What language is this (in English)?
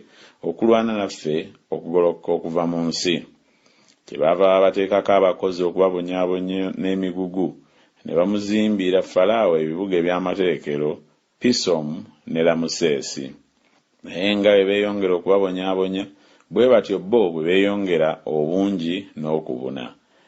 Ganda